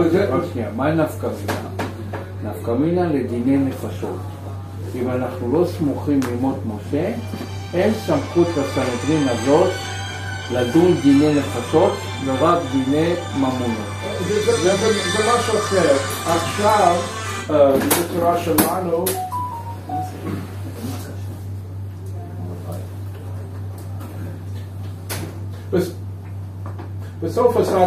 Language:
Hebrew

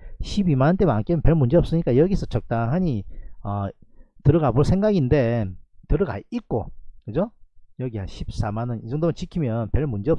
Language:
Korean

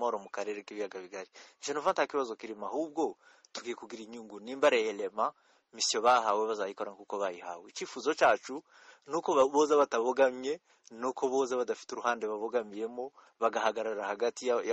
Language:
Kinyarwanda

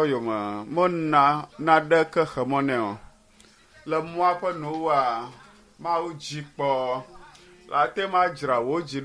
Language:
Ewe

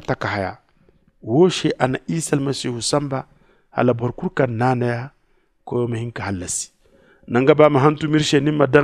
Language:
Zarma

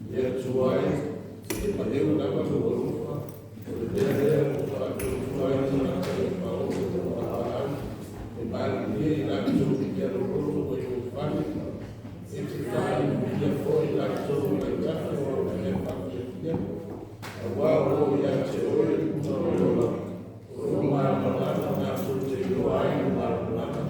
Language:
Samoan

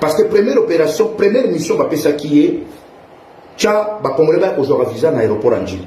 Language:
Lingala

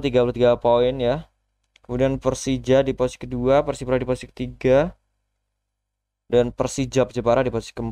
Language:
Indonesian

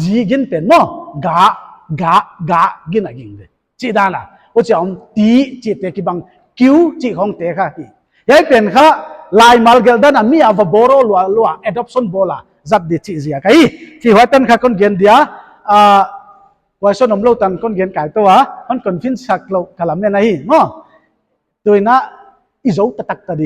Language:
Paite Chin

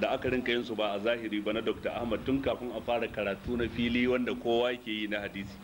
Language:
Hausa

